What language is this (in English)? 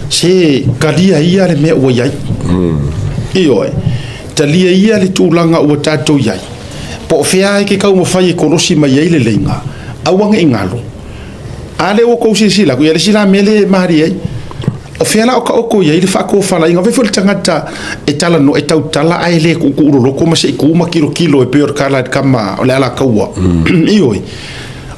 Samoan